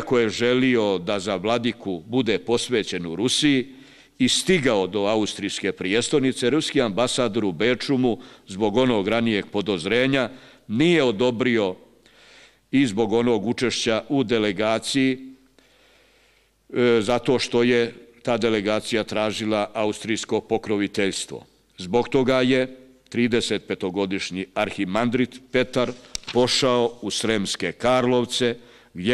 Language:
Serbian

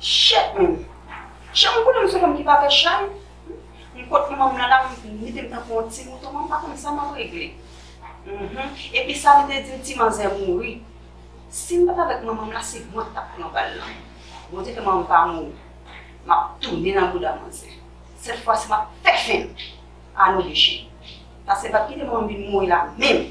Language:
Haitian Creole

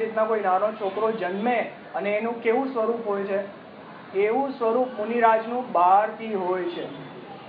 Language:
Gujarati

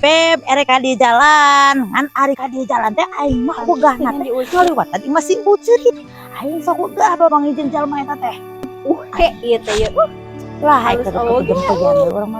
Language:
Sundanese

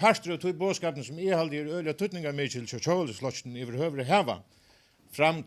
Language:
Faroese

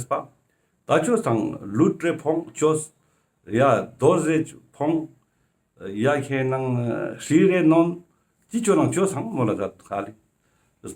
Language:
Ladakhi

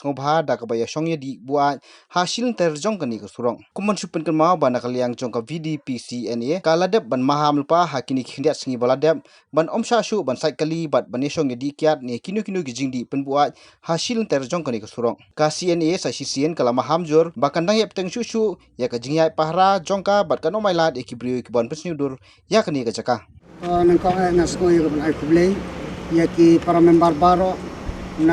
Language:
Khasi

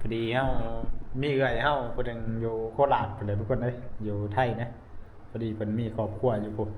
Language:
Northeastern Thai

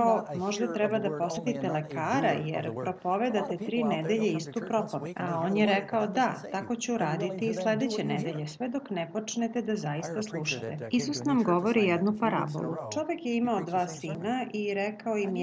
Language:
Serbian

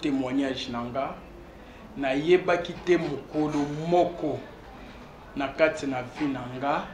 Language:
Lingala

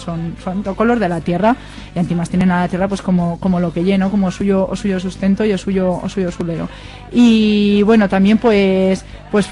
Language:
Aragonese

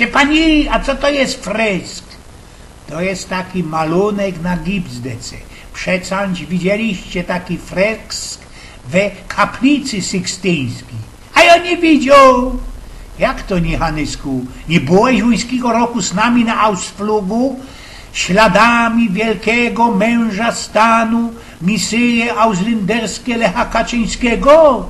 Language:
Silesian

